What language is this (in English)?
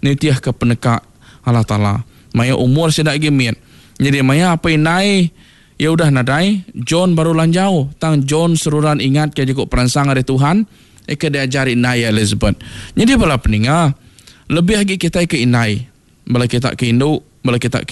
Iban